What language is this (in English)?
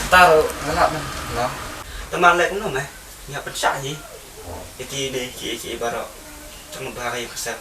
Khasi